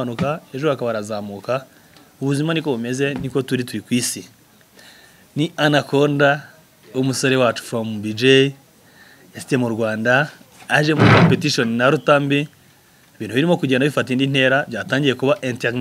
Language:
Kinyarwanda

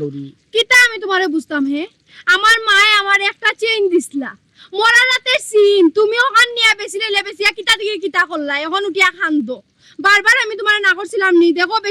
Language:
Sylheti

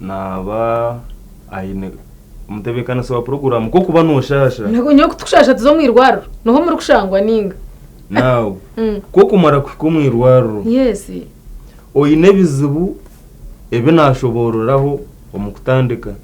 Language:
Nyankole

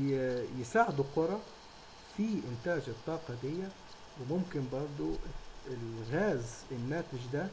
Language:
Egyptian Arabic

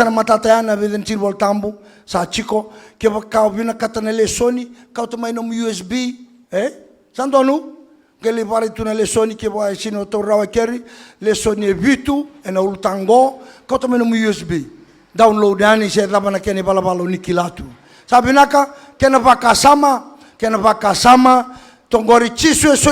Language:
Fijian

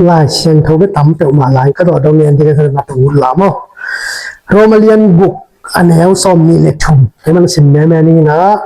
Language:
Tedim Chin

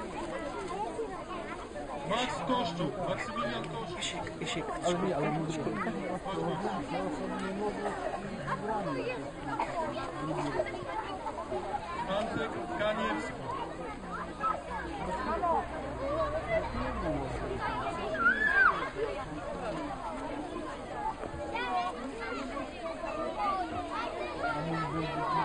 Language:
Polish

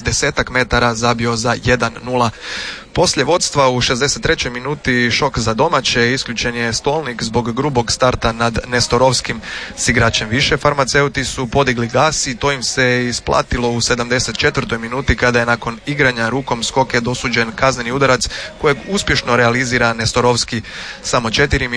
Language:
Croatian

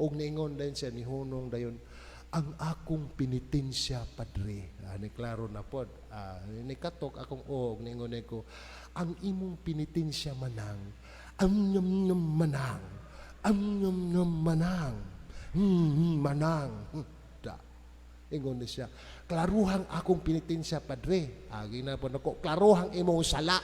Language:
Cebuano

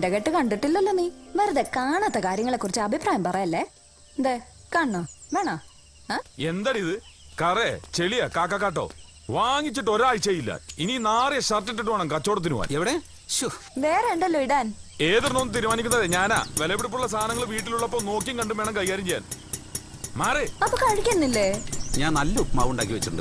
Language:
Malayalam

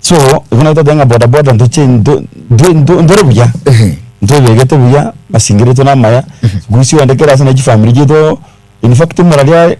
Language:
Gusii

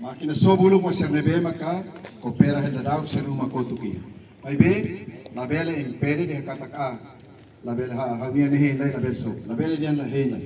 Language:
Tetum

